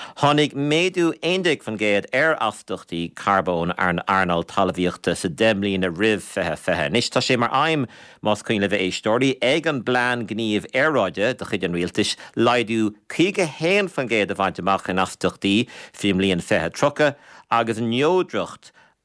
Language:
Irish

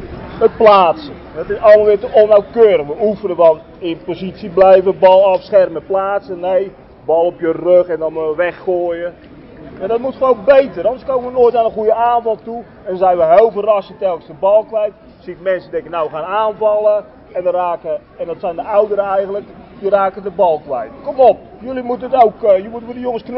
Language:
Dutch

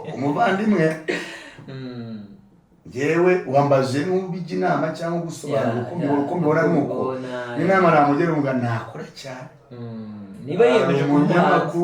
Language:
Kinyarwanda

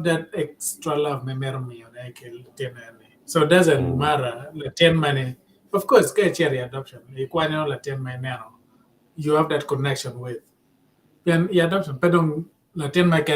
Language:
Acoli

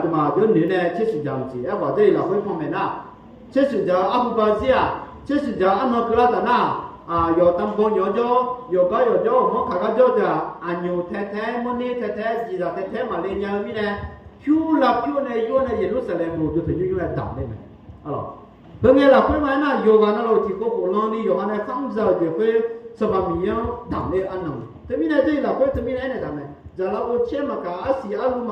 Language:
Akha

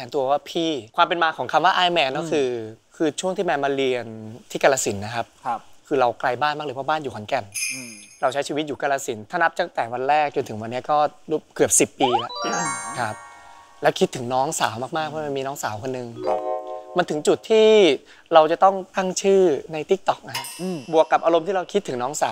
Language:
Thai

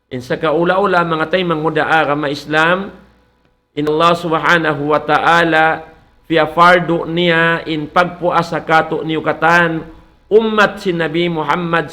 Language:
Tausug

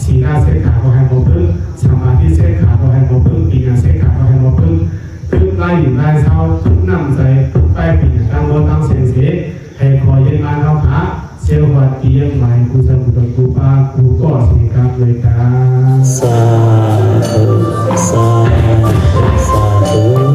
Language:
Shan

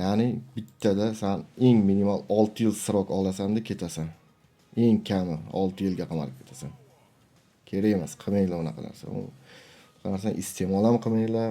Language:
Uzbek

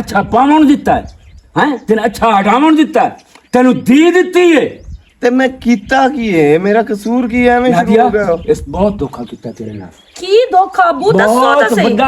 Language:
Western Panjabi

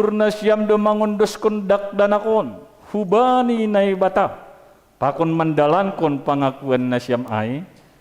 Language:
Batak Simalungun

